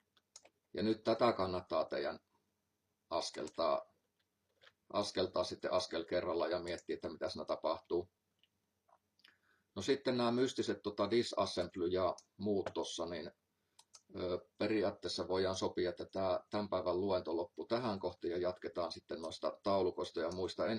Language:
Finnish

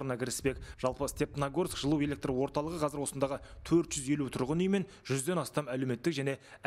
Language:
Kazakh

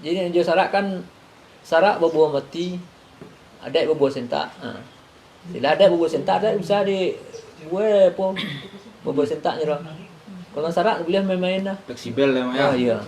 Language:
Minangkabau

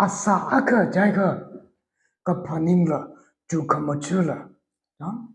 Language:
Tangkhul Naga (India)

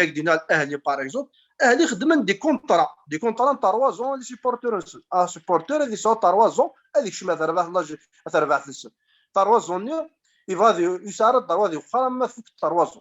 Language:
Kabyle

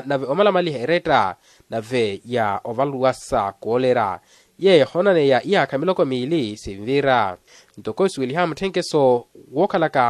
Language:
Makhuwa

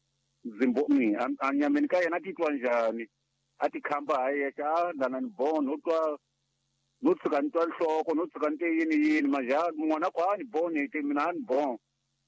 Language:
Tsonga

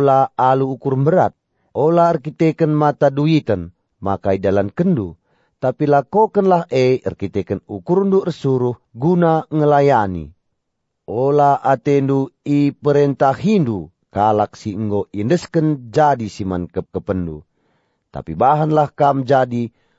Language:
Batak Karo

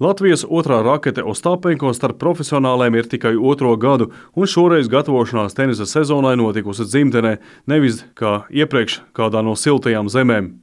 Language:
Latvian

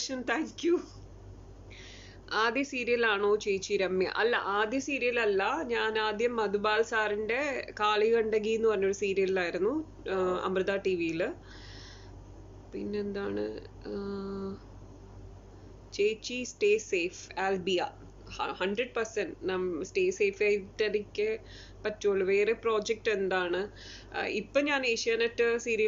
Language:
Malayalam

